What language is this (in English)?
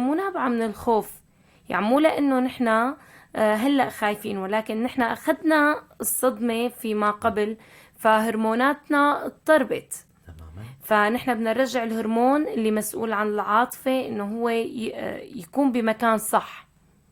North Levantine Arabic